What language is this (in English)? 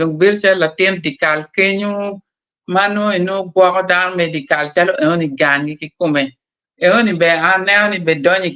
Acoli